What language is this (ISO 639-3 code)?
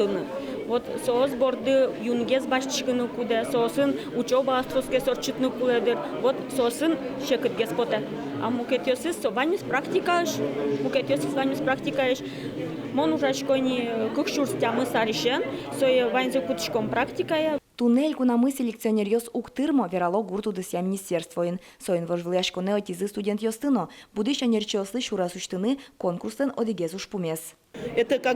udm